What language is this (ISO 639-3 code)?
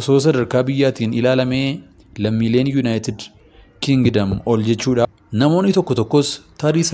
orm